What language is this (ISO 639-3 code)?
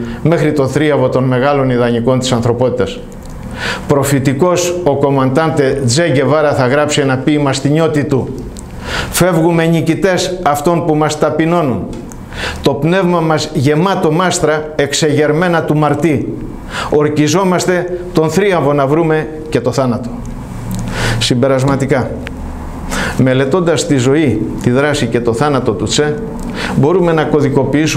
ell